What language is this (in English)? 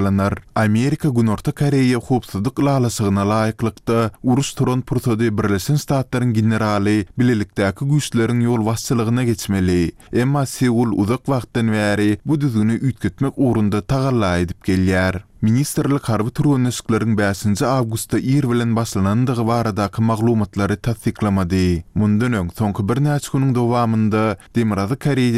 Turkmen